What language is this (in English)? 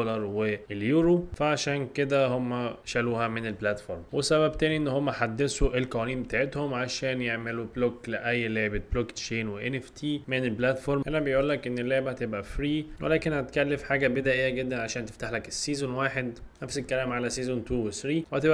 Egyptian Arabic